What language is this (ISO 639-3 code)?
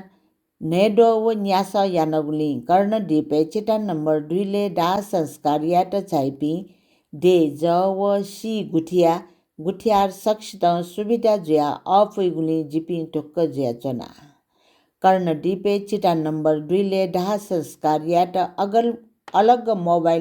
new